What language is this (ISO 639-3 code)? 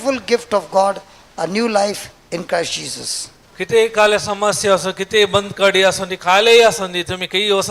kok